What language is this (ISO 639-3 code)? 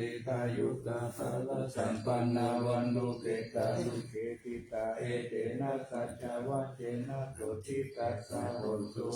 pli